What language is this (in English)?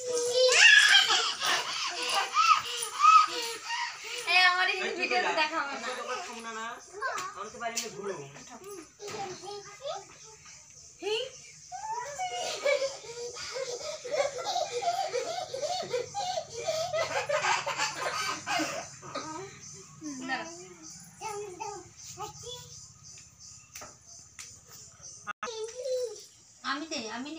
Bangla